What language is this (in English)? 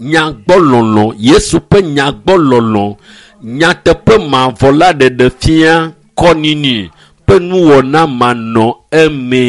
Ewe